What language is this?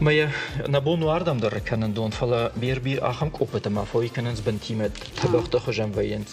Ossetic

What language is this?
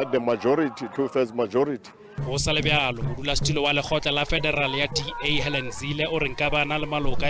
Northern Sotho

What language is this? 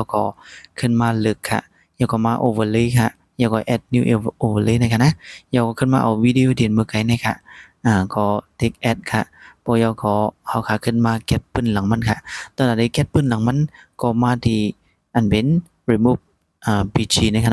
Shan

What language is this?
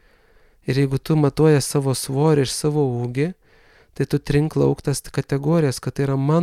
Lithuanian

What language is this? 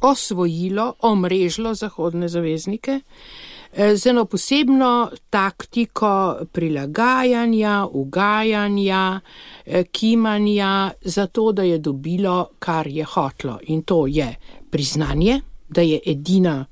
Slovenian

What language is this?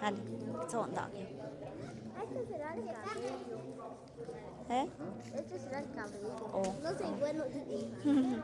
Tlahuitoltepec Mixe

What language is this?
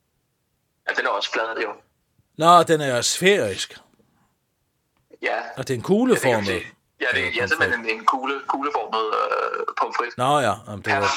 Danish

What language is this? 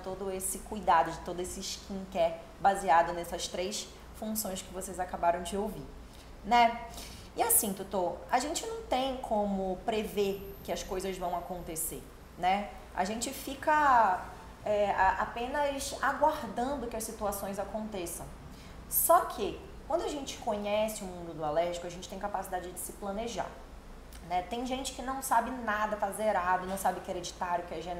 Portuguese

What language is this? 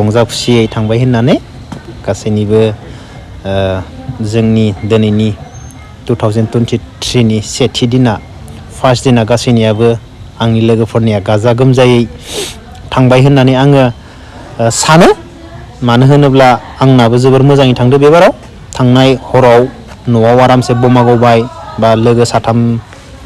Bodo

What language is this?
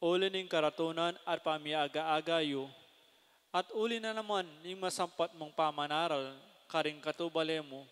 Pampanga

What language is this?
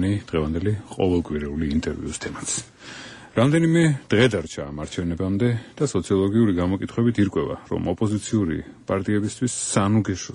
Georgian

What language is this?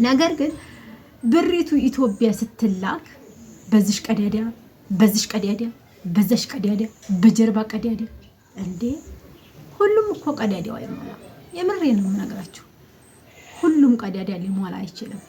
Amharic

